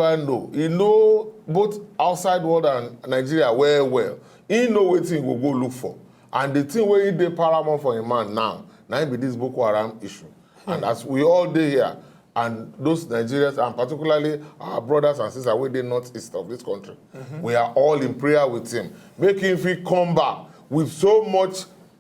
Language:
Nigerian Pidgin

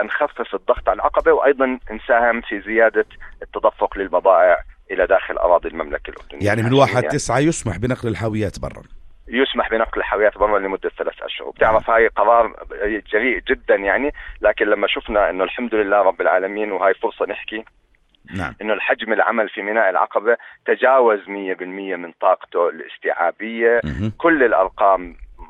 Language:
South Levantine Arabic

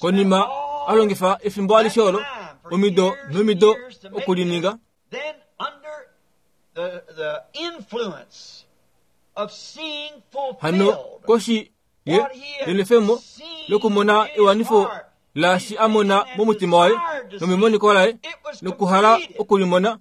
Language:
Kuanyama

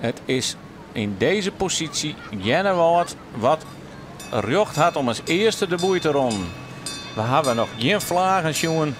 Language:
Western Frisian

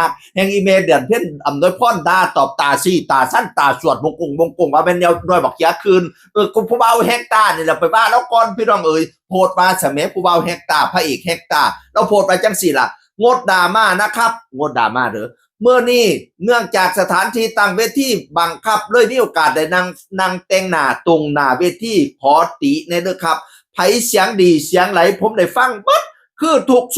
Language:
Northeastern Thai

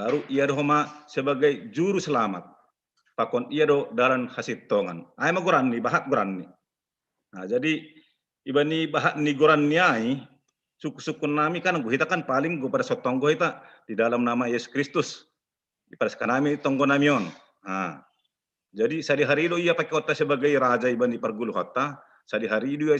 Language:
Batak Simalungun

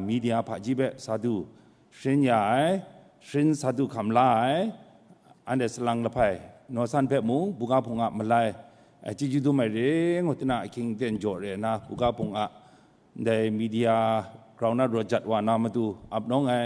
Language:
Kachin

